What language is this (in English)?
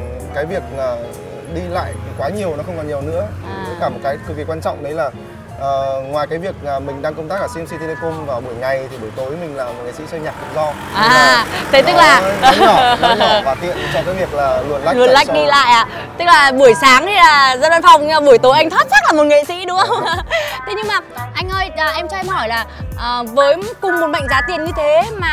Vietnamese